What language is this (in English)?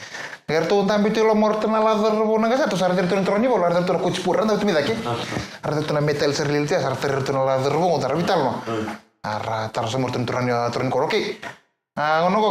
Fijian